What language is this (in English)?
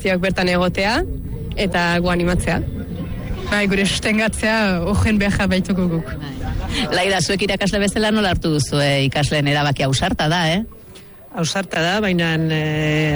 Basque